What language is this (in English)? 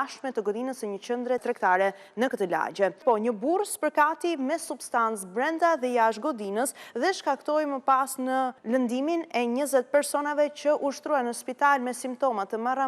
Albanian